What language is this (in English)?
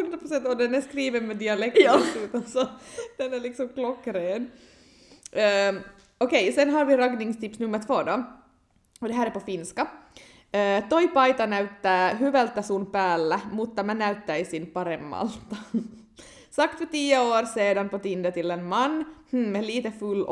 Swedish